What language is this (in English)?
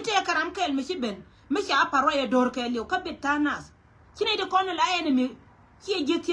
Nuer